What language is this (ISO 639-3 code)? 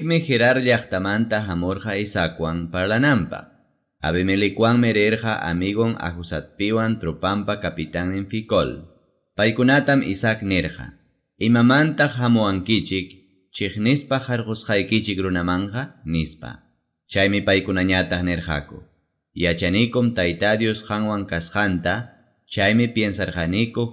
quy